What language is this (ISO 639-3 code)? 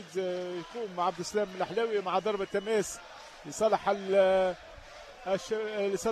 aeb